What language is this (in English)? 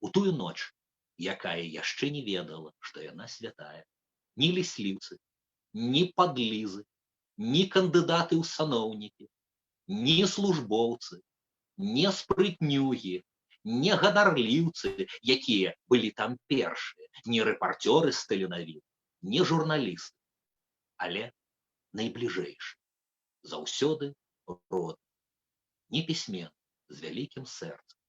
Belarusian